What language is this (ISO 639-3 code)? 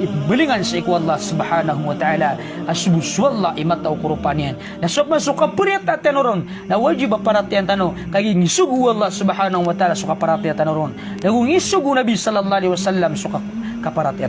mrw